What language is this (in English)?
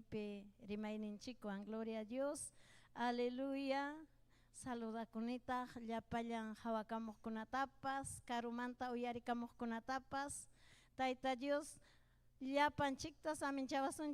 Ayacucho Quechua